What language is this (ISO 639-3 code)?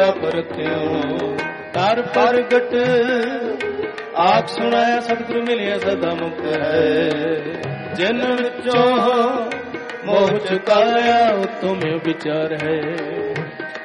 pan